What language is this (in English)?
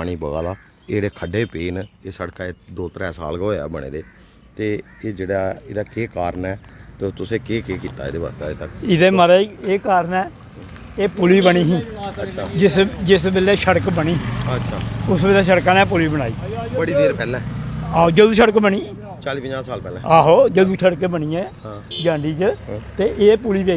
Dogri